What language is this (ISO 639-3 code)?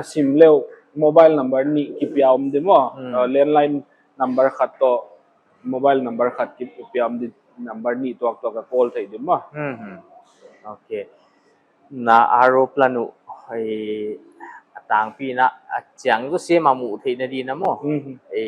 pck